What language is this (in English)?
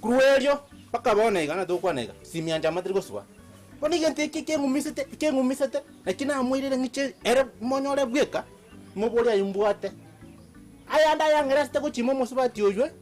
Gusii